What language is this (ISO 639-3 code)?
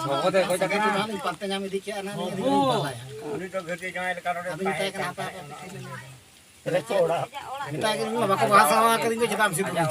sat